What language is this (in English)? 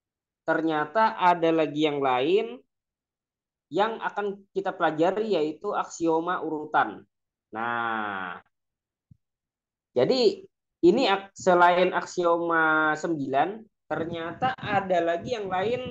Indonesian